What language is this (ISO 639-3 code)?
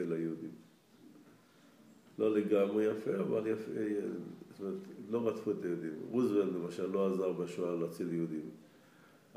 heb